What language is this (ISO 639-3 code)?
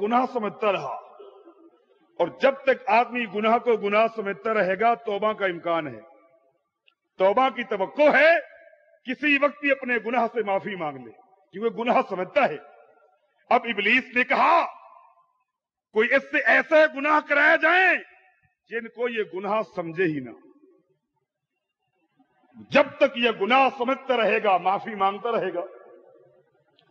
urd